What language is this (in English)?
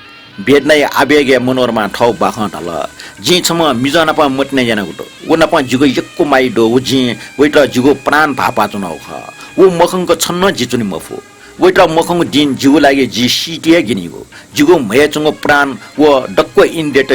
Newari